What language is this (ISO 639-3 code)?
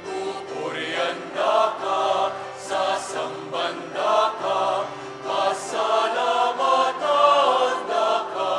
pam